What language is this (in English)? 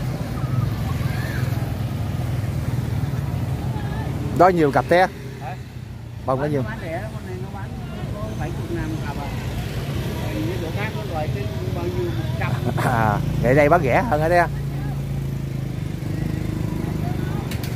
Vietnamese